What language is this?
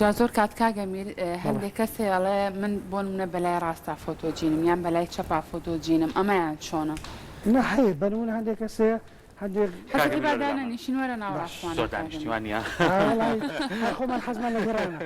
Central Kurdish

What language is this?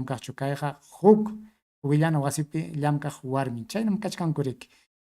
Ayacucho Quechua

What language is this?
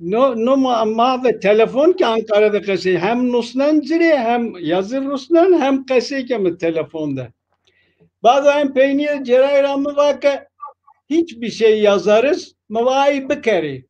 Zaza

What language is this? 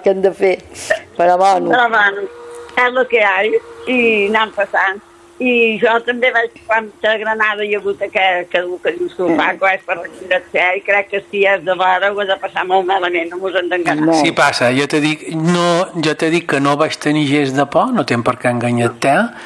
Catalan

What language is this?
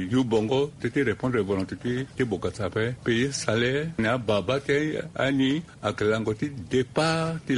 Sango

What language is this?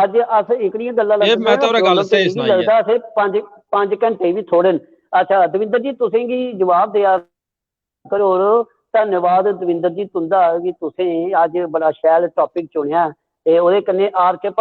Dogri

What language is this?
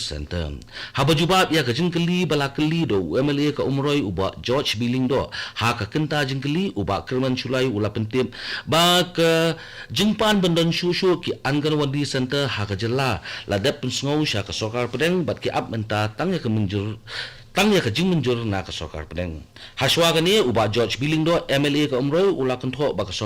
Khasi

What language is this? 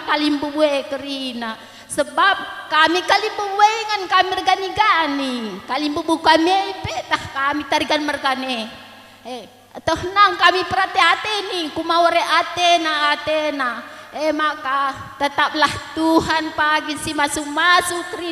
Batak Karo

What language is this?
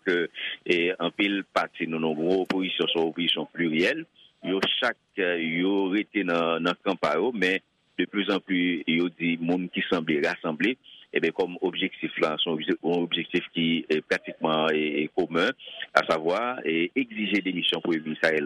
Haitian Creole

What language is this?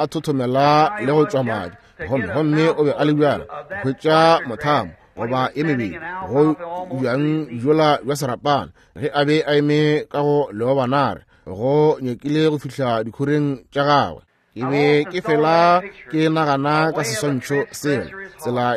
Northern Sotho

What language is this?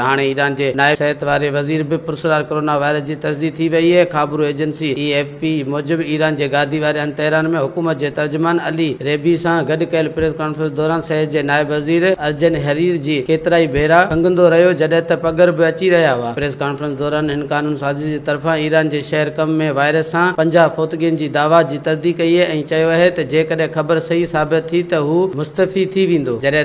Sindhi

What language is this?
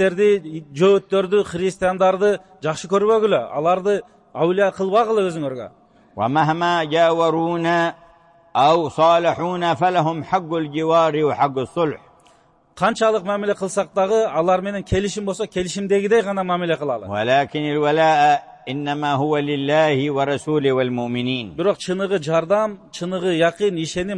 Kyrgyz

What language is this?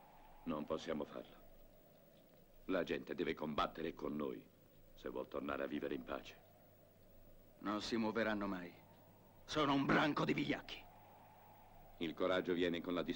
Italian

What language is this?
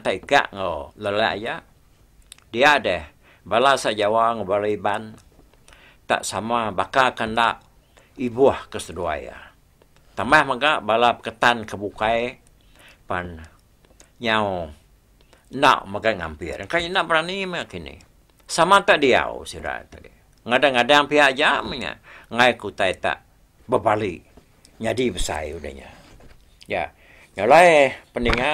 Iban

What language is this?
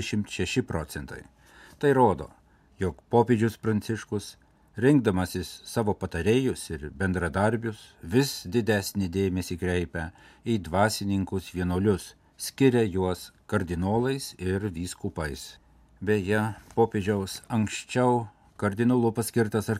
Lithuanian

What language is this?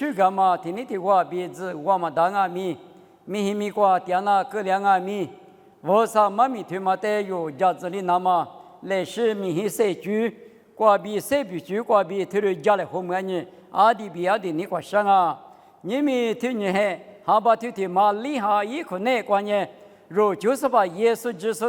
Lisu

